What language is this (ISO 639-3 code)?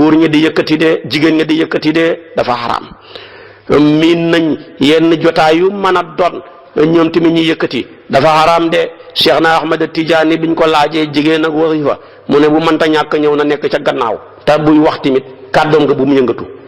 wol